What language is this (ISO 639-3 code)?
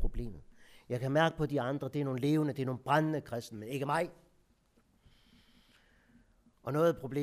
dan